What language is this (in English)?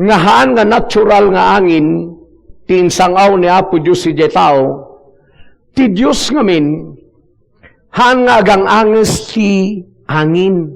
Iloko